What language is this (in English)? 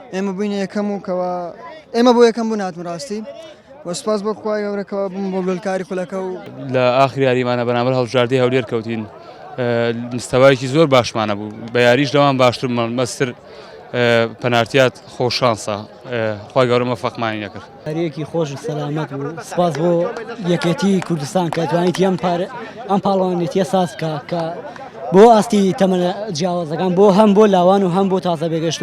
Central Kurdish